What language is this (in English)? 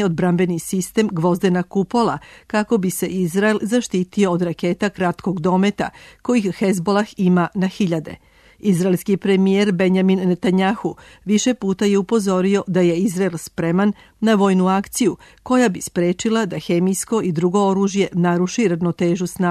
Serbian